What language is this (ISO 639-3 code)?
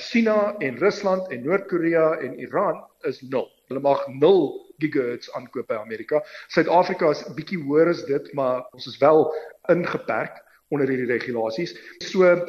afr